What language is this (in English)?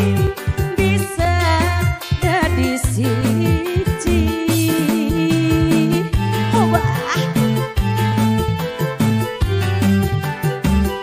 Javanese